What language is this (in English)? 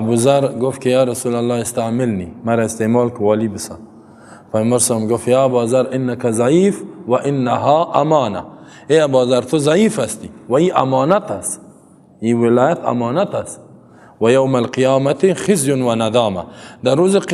Persian